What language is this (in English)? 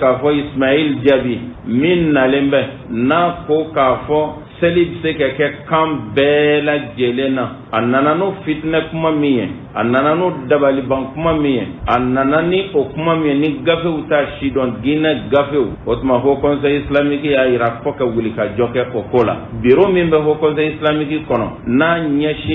Bambara